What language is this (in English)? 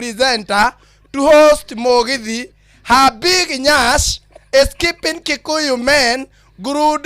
Kikuyu